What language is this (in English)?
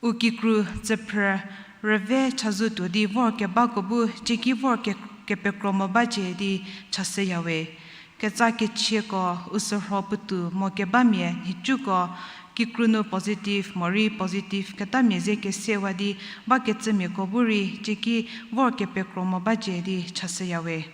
Angami Naga